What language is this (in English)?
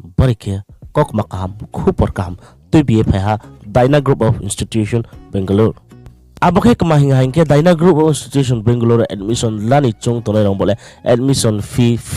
Riang (India)